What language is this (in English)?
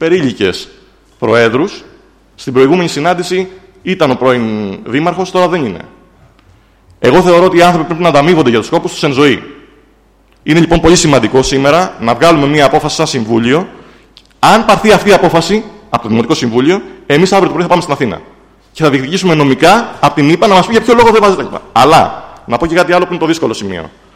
Greek